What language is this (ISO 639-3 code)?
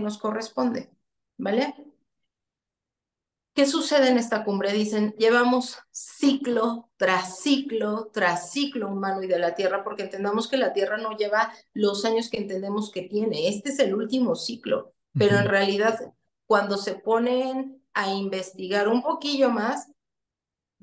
spa